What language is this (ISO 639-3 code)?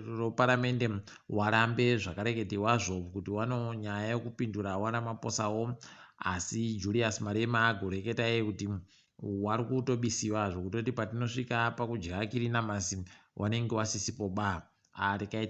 ndc